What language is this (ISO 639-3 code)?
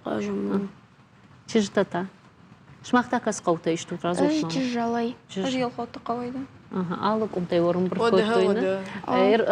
oss